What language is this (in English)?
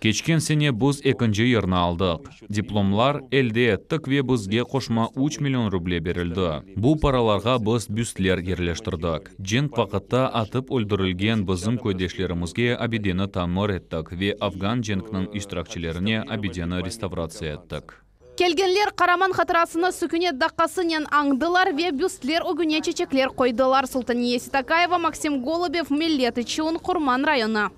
Crimean Tatar